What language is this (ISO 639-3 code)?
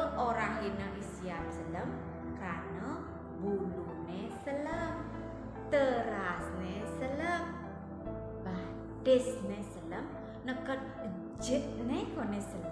ban